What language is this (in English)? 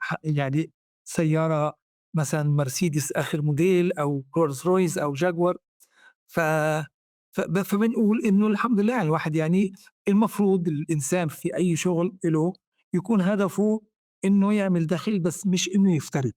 North Levantine Arabic